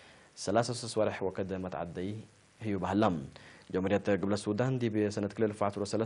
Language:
Tigre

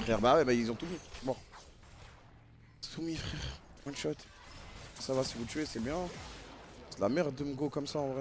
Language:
French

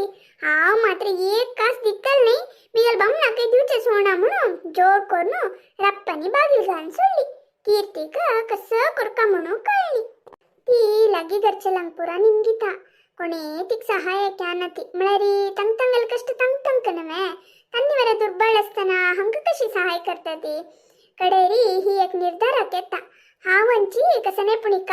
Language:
Konkani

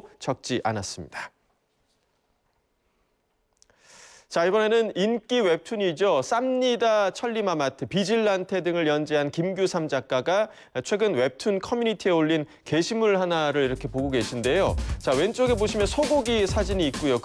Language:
Korean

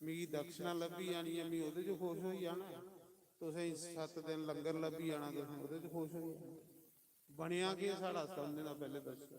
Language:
Dogri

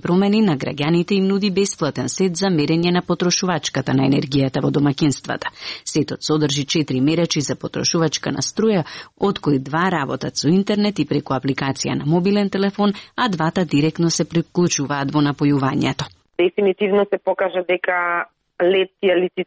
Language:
Macedonian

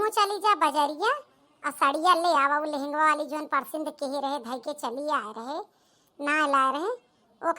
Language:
Awadhi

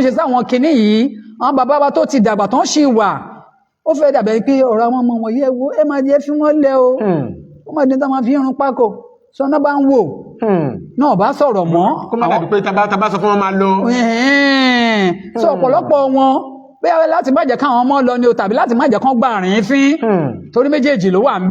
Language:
Yoruba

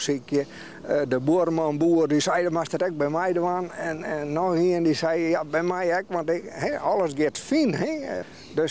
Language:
Western Frisian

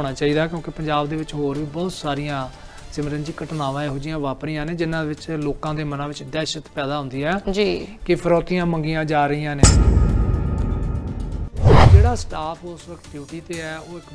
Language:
Punjabi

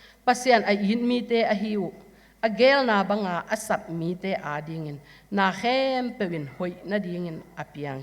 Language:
Tedim Chin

